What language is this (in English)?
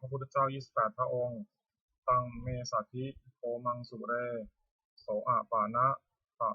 Pali